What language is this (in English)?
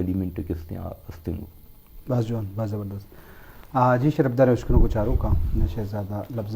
Eastern Balochi